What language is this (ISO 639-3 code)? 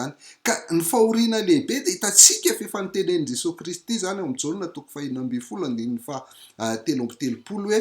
mlg